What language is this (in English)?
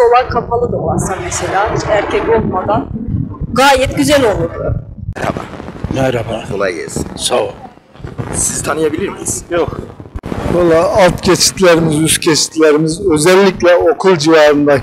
Turkish